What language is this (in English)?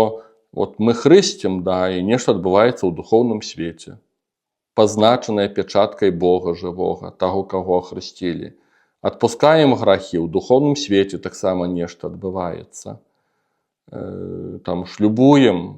Belarusian